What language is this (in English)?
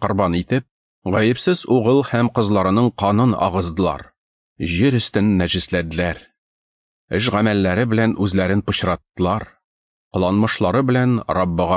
Tatar